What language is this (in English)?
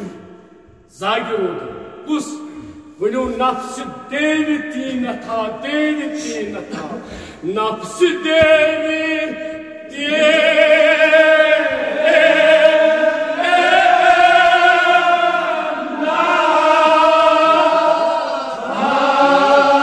Kashmiri